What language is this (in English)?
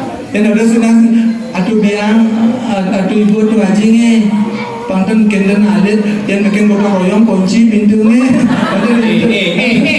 Balinese